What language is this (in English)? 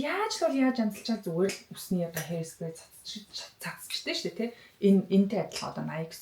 Mongolian